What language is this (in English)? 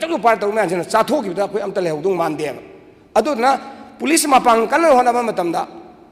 Manipuri